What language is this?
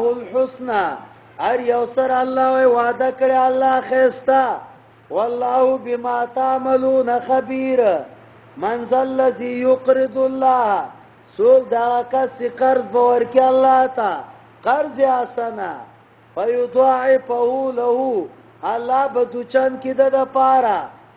Pashto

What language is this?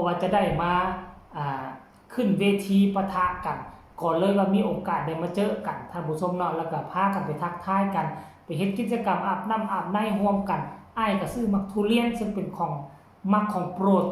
Lao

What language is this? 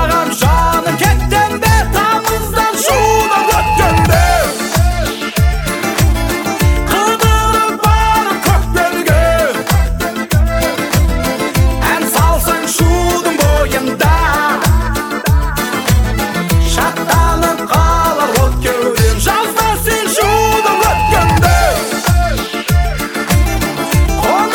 Kazakh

